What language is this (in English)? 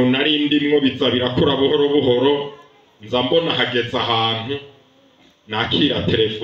Rundi